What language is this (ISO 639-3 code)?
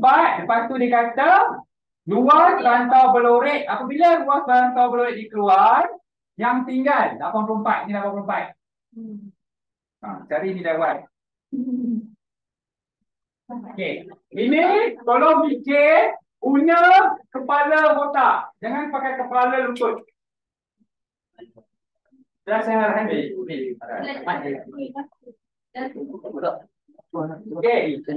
msa